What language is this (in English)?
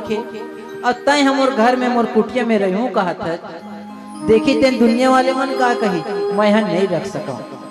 Chhattisgarhi